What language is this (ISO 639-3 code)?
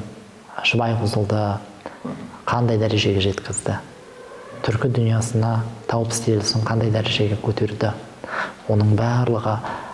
kaz